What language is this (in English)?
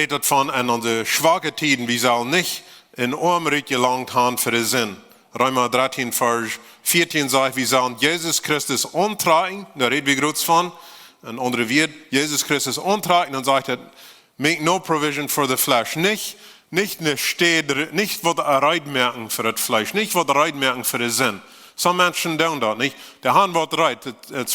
Plautdietsch